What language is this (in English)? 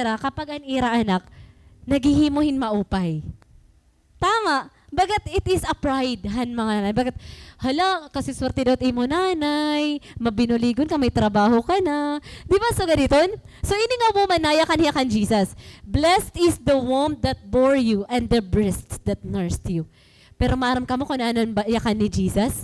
Waray